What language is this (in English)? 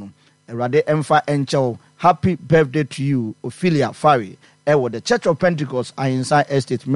Akan